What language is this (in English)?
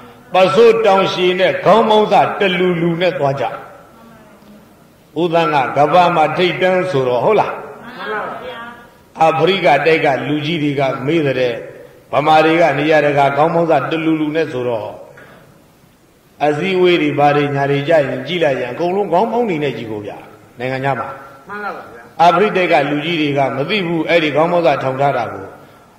Burmese